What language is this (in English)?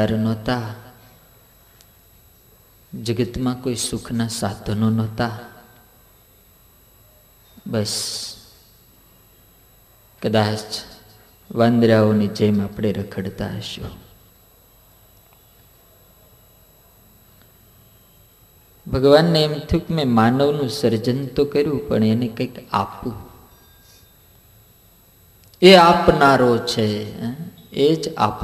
Gujarati